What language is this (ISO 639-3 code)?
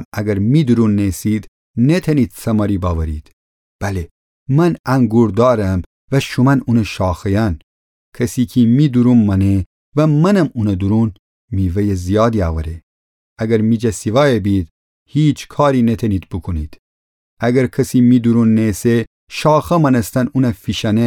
glk